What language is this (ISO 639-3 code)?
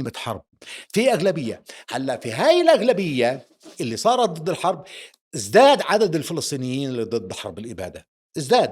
apc